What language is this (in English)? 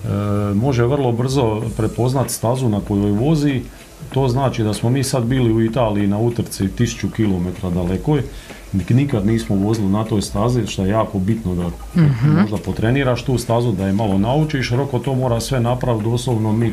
Croatian